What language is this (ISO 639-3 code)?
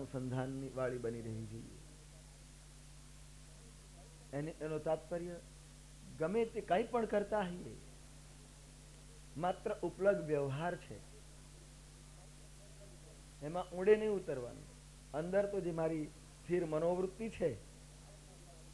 guj